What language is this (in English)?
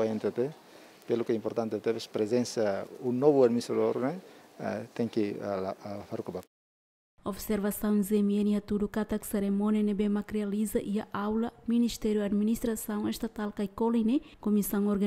Tetum